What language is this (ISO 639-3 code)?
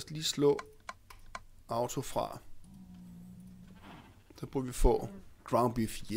dan